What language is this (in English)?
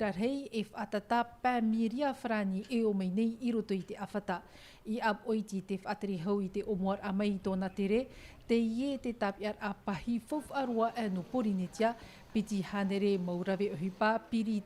Tahitian